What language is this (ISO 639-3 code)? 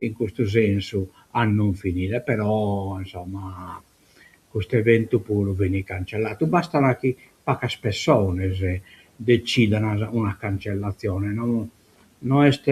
srd